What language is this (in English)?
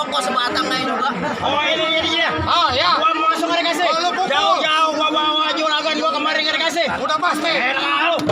Betawi